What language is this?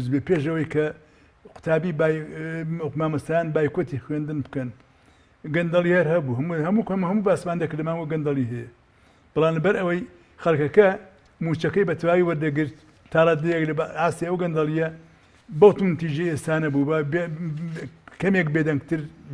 Central Kurdish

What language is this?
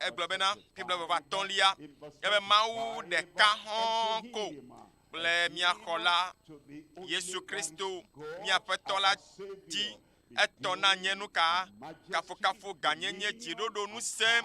Ewe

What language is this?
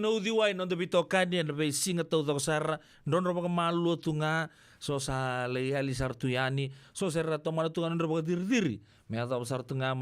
Fijian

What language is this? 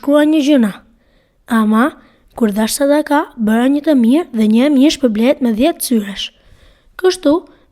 Albanian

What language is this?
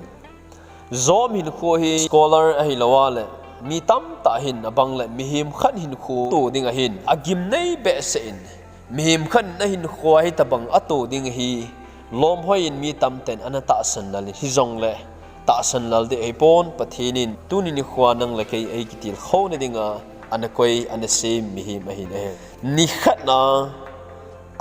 Thado Chin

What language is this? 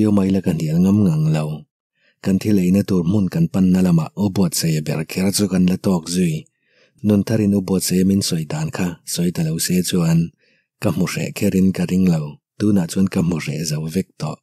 Mizo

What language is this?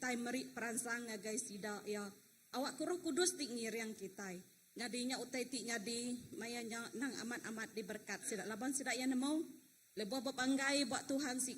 Iban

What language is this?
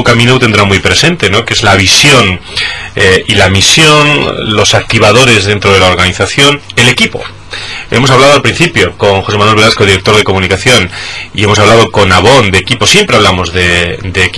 Spanish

